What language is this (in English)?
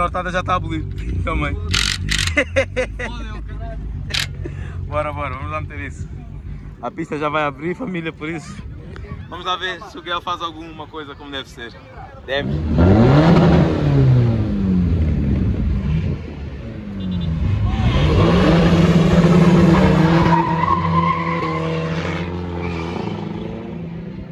Portuguese